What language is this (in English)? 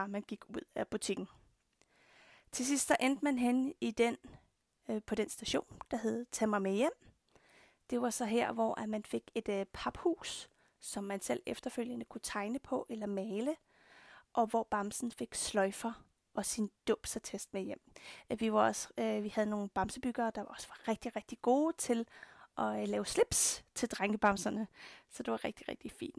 Danish